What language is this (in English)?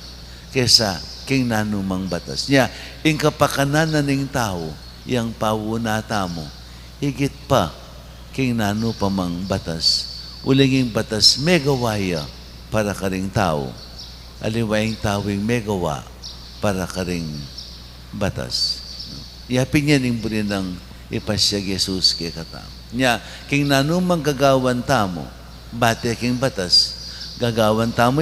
Pampanga